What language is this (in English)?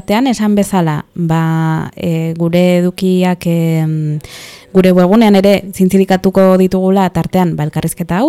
Basque